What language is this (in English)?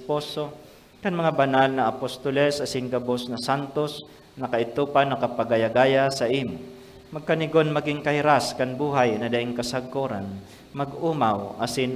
Bikol